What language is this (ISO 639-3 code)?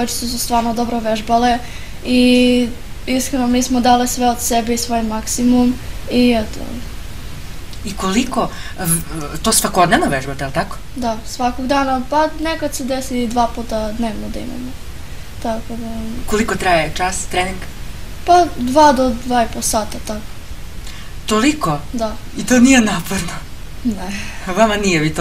srp